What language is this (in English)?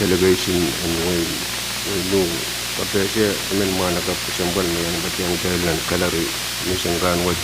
Pohnpeian